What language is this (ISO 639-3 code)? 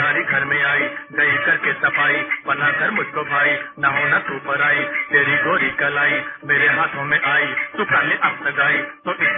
hin